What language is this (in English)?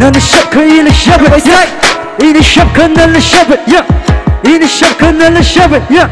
Tangkhul Naga (India)